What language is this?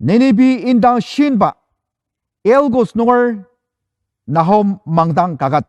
Ao Naga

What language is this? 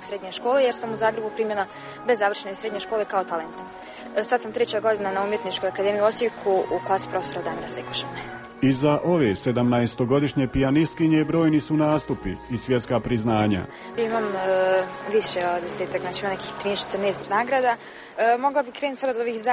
Croatian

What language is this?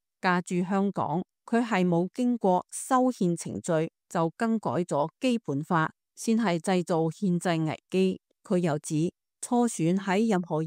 Cantonese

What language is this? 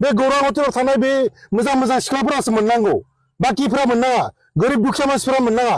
Bodo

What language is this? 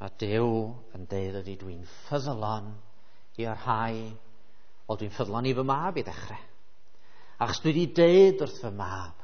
Welsh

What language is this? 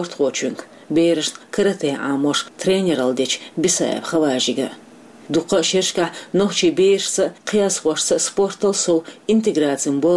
Chechen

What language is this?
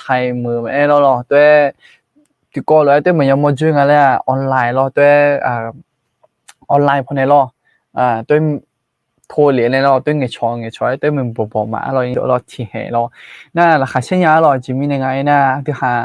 Akha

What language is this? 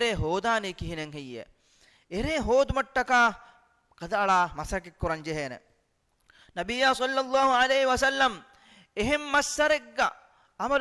Divehi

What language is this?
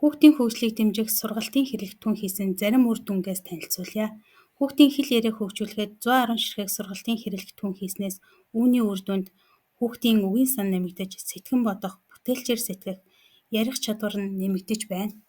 Mongolian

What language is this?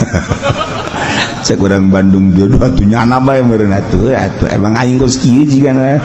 Sundanese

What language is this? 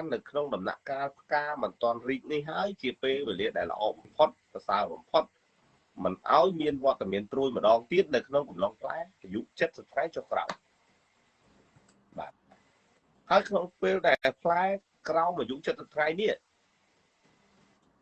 Khmer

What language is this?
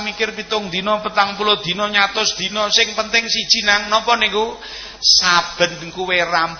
Javanese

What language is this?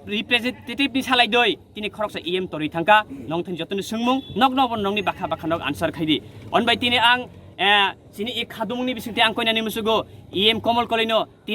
Kok Borok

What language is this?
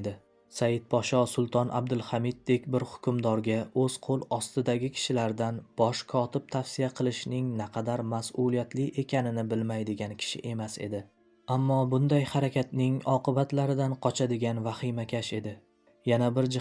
Uzbek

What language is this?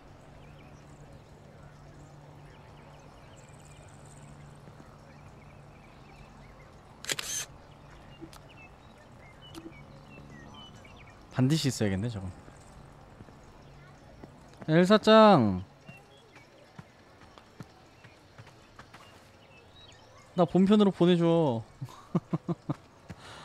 Korean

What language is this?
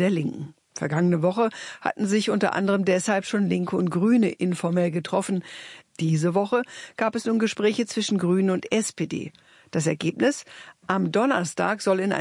German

